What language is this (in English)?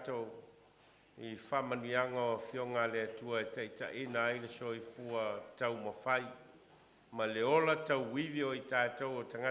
Samoan